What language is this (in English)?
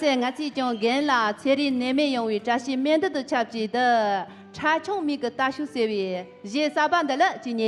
Tibetan